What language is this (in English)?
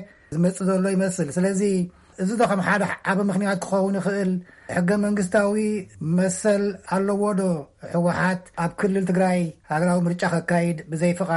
Tigrinya